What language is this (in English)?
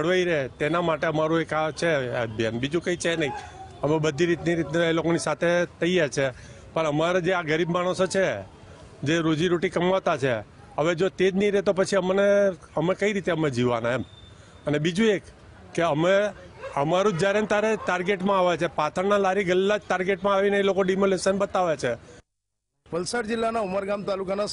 Gujarati